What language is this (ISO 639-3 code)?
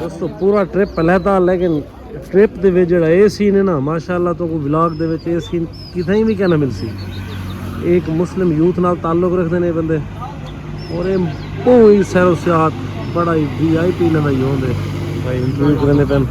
skr